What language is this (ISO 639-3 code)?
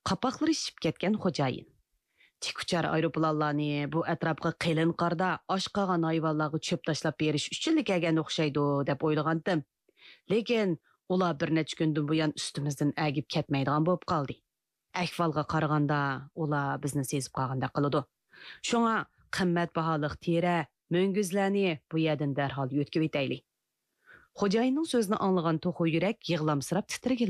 uig